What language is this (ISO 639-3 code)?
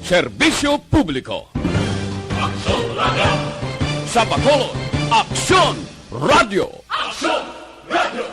hil